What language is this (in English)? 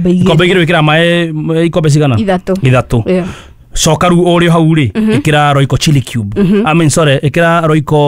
Kikuyu